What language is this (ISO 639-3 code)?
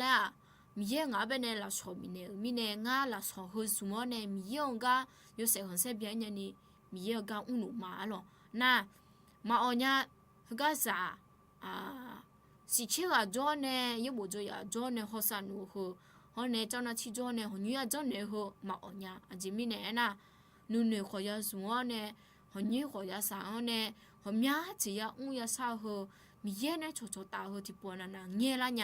ahk